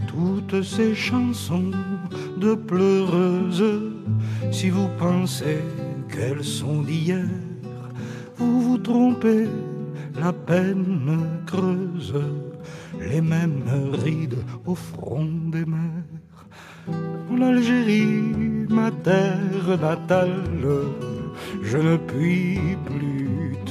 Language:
French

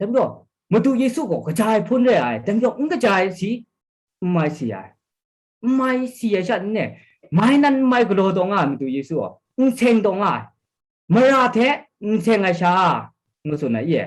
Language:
Kachin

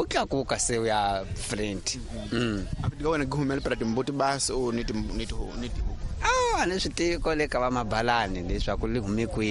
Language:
Tsonga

